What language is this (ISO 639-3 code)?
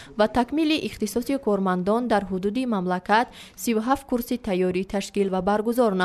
tgk